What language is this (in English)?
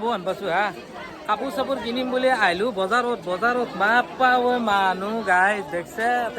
Assamese